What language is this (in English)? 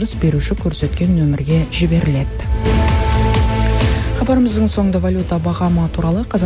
Kazakh